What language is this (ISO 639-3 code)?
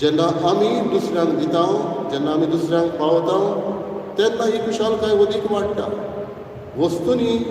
kok